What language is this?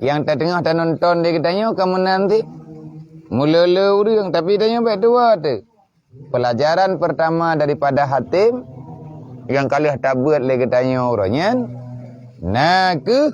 Achinese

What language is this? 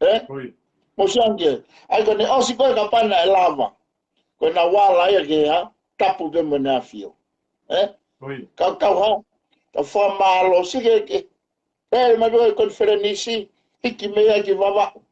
Tongan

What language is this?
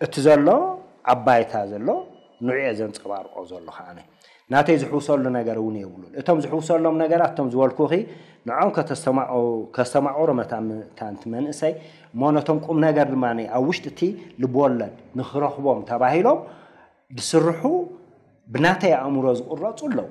Tigrinya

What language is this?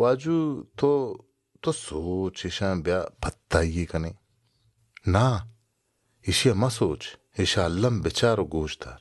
Baluchi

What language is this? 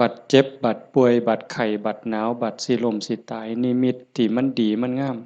Northeastern Thai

